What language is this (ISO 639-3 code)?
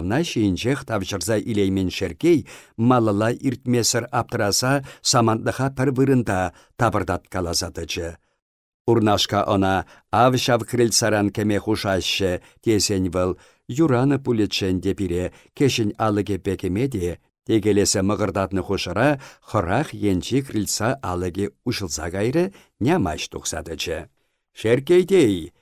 chv